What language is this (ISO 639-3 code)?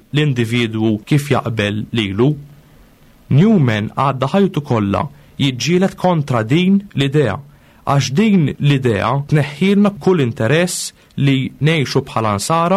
mlt